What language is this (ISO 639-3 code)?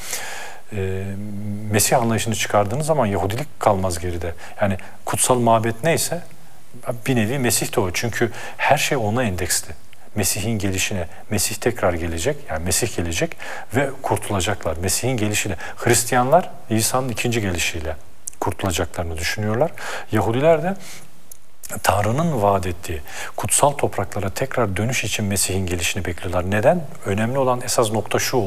tur